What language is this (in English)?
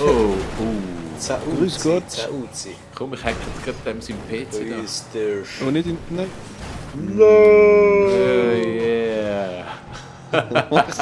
Swiss German